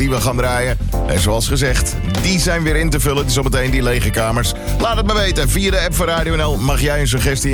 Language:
Dutch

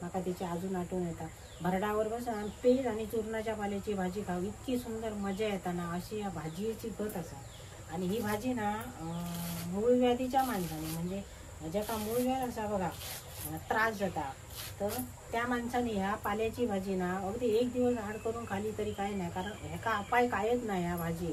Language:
Konkani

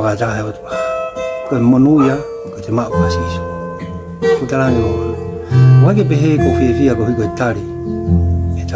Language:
Tongan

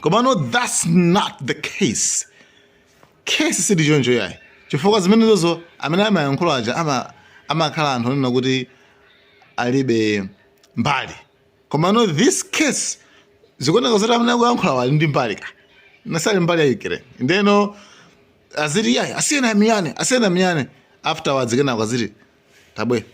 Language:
Nyanja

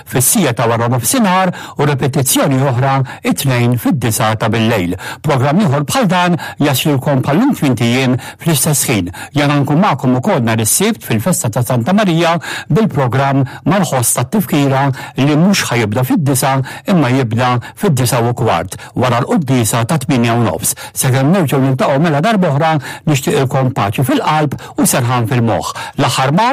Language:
Maltese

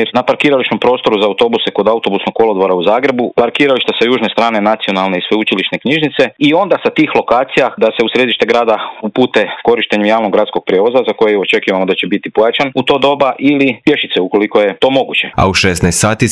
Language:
Croatian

